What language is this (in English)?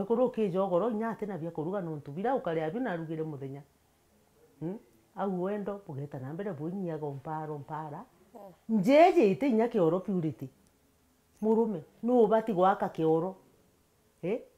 Meru